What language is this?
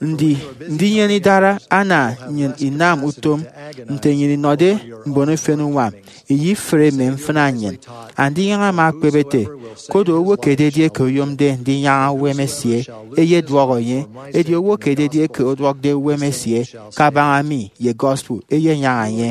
Efik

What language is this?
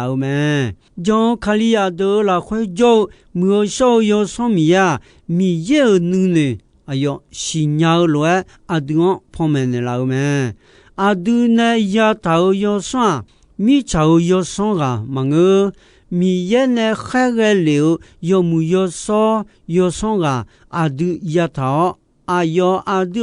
Akha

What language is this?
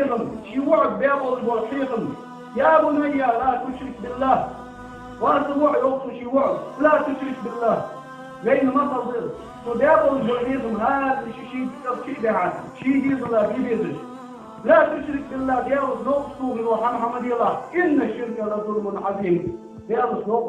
Ingush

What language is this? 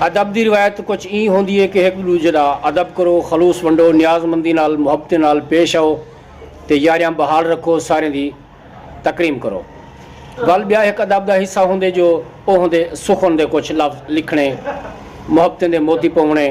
Saraiki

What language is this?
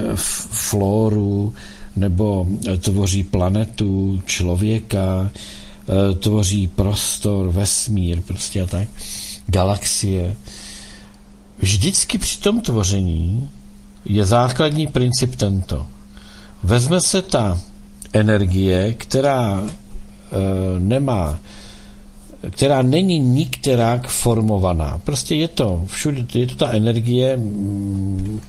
Czech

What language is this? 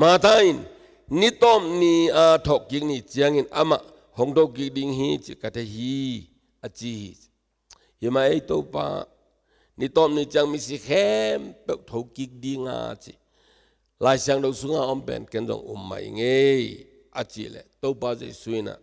Tedim Chin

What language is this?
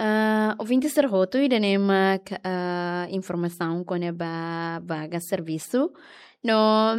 Tetum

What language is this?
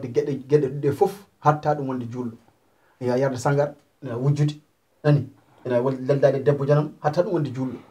Fula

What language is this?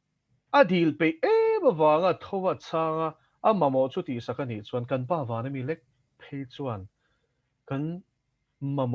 Mizo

